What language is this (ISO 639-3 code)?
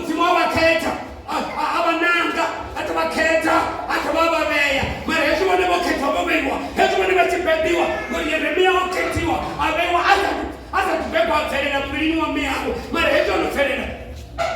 ven